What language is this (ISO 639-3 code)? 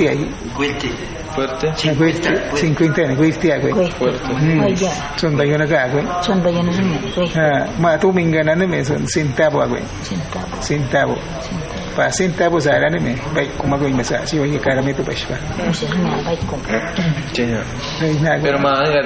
kwi